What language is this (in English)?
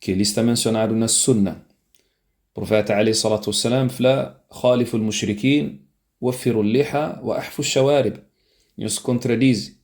Kabuverdianu